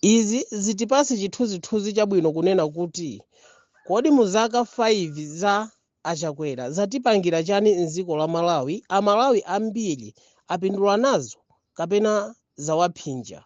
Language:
Nyanja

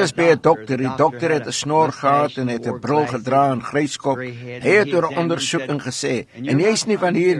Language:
Afrikaans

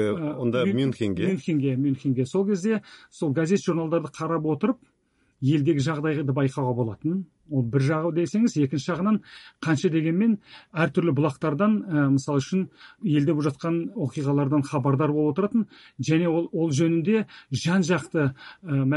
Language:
Kazakh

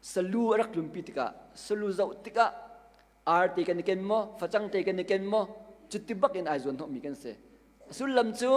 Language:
Hakha Chin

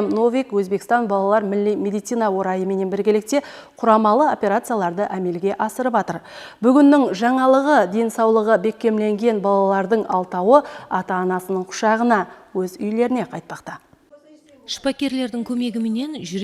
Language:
Kara-Kalpak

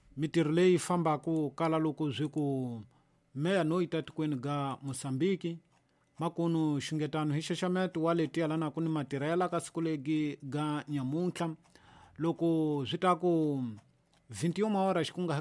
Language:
Tsonga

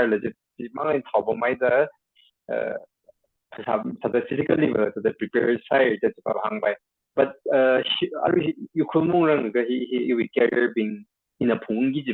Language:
Tangkhul Naga (India)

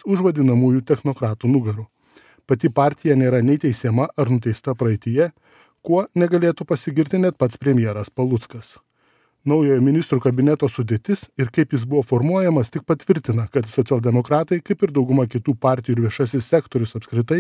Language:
Lithuanian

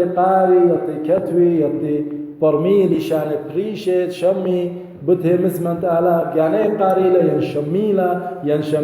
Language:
Assyrian Neo-Aramaic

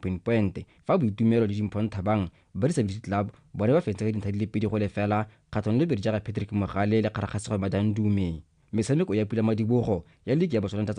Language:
Tswana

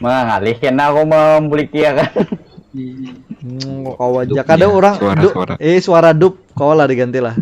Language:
Banjar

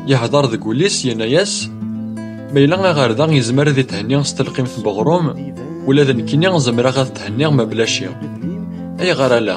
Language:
Kabyle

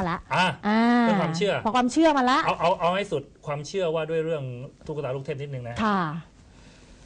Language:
Thai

